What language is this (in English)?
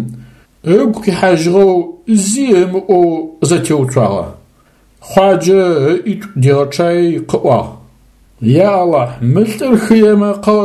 Adyghe